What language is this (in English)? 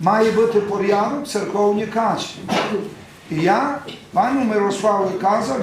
Rusyn